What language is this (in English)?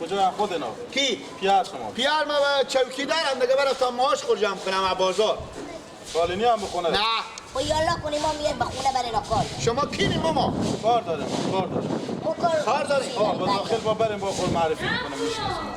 Persian